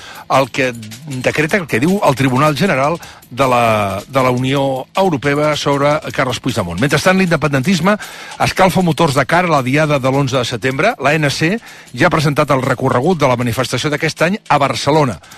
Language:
Catalan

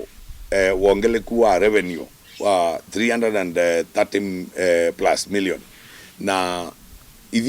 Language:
Kamba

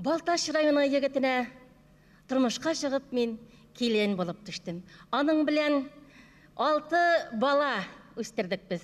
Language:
Bashkir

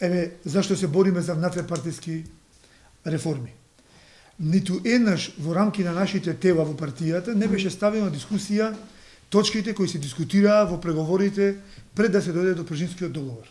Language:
Macedonian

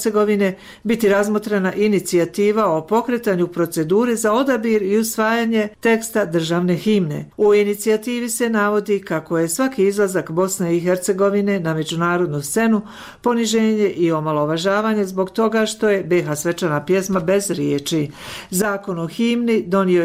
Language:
Bosnian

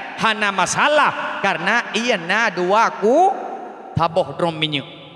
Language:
Achinese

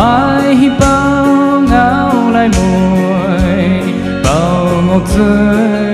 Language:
Poumei Naga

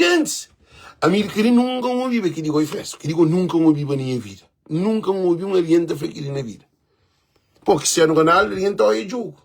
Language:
Kabuverdianu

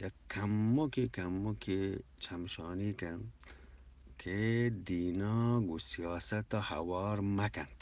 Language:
Eastern Balochi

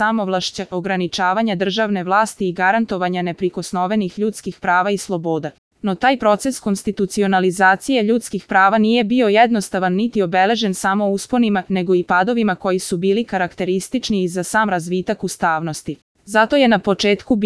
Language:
Serbian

